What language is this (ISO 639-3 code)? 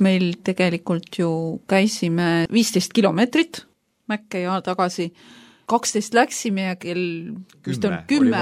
est